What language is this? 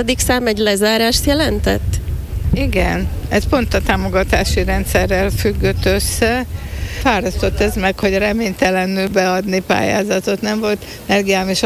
Hungarian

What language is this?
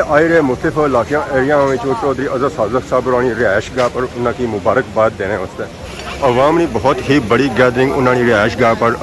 Pahari-Potwari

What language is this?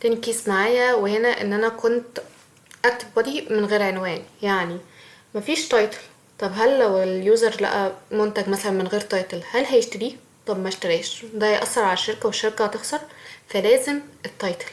Egyptian Arabic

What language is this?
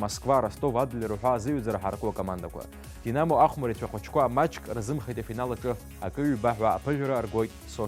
Abkhazian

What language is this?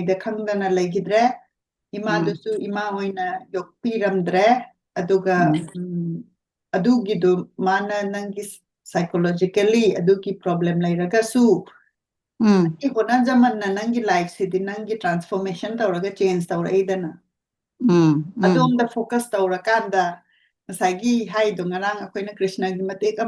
Manipuri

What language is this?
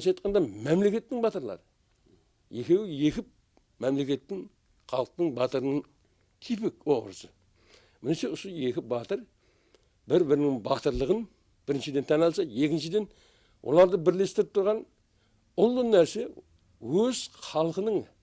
Kara-Kalpak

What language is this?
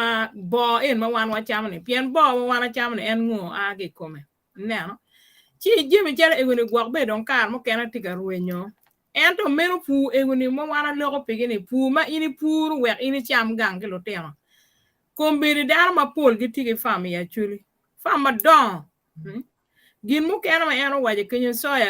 Acoli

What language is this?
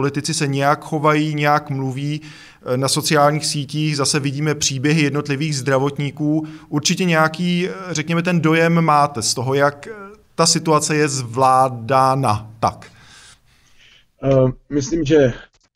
Czech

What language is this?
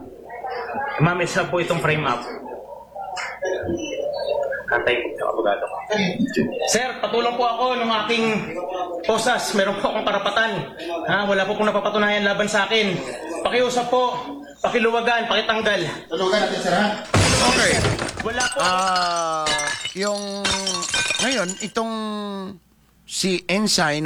Filipino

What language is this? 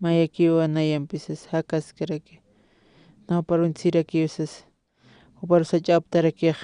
Aymara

